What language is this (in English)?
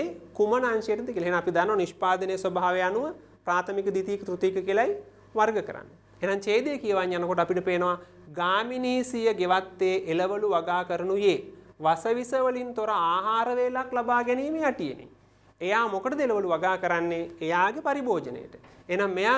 Sinhala